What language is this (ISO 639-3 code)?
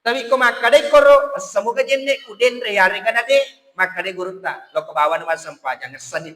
bug